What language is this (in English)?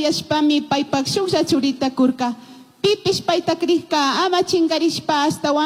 Chimborazo Highland Quichua